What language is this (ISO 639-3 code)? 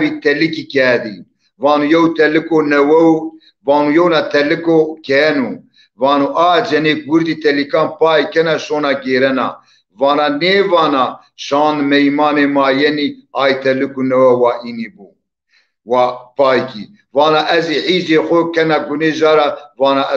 zza